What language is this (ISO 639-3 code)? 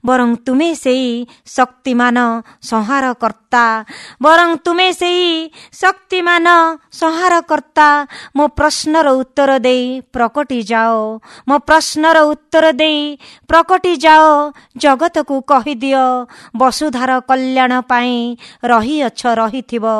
ori